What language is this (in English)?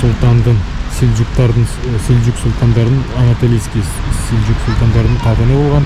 Bashkir